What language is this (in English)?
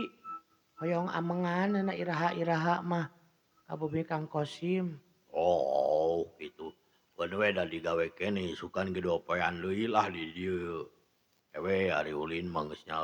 Sundanese